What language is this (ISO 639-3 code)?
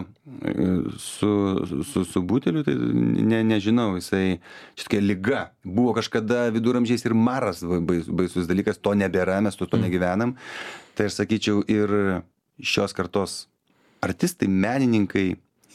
lit